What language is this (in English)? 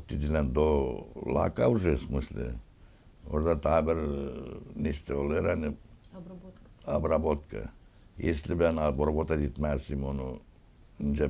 Gagauz